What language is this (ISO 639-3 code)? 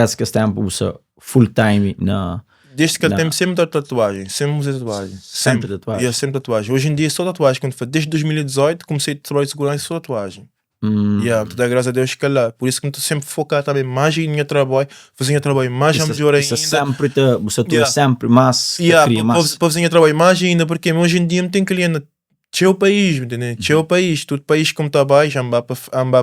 kea